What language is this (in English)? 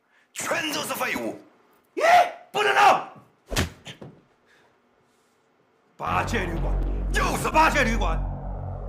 Chinese